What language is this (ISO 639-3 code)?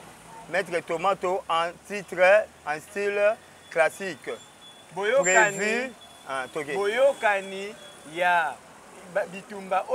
lin